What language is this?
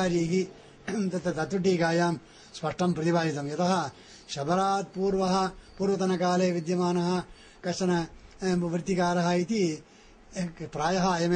Sanskrit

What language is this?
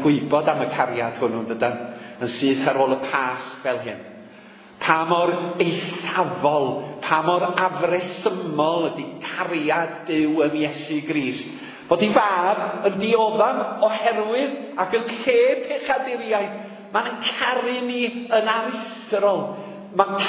Welsh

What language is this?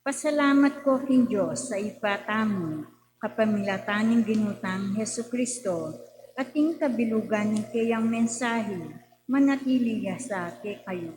Pampanga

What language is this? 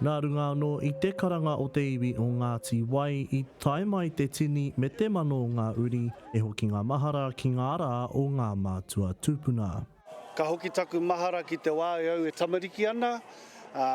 Māori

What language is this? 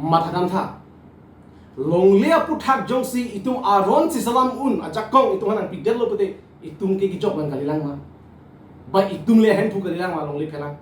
Karbi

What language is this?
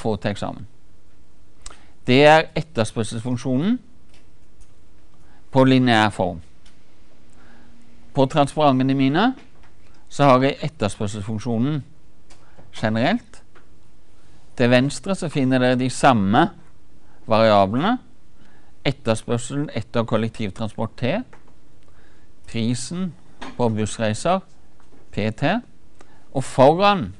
Norwegian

